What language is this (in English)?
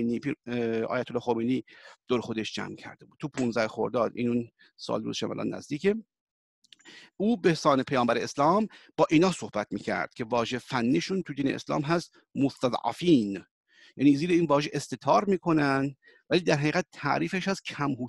Persian